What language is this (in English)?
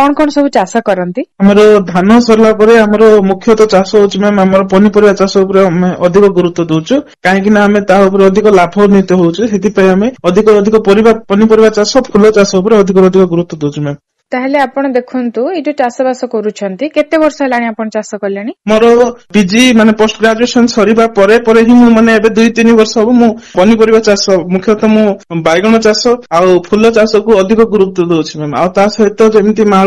Odia